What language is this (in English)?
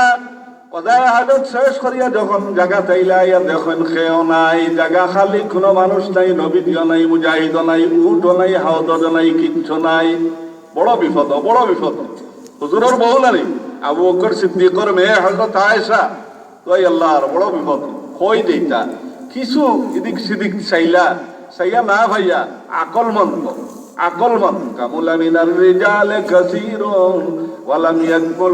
Sylheti